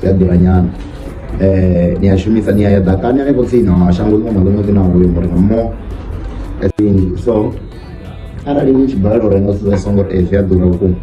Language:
Venda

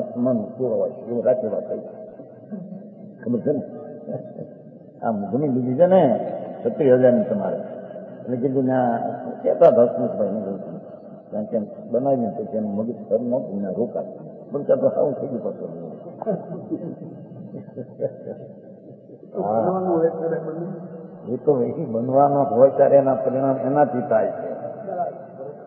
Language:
Gujarati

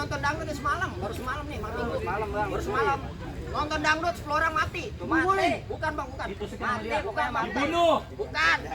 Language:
Betawi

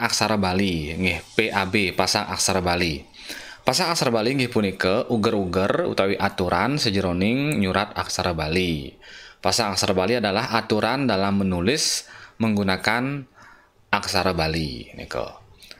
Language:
Balinese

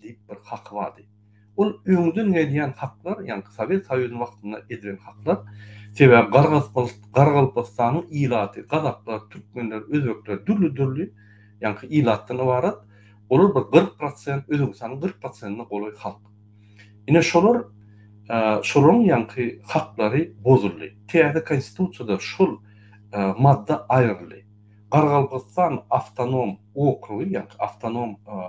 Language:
Turkmen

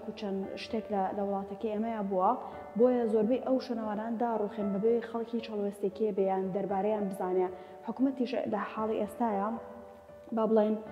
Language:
Central Kurdish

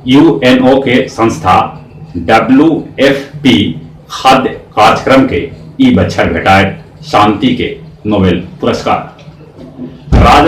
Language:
Magahi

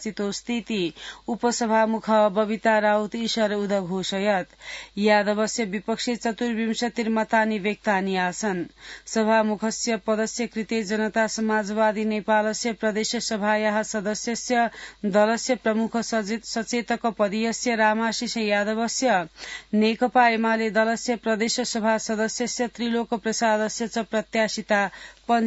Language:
Sanskrit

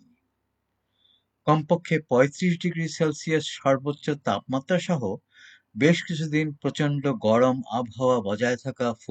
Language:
Bangla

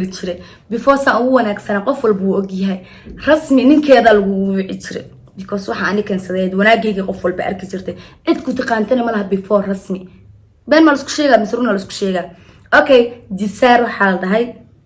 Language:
Somali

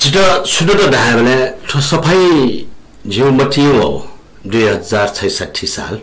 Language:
Newari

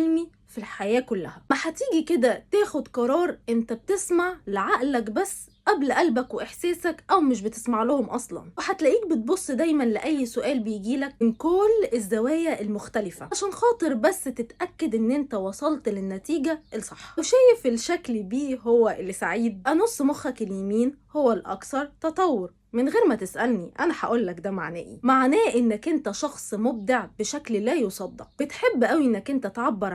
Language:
Egyptian Arabic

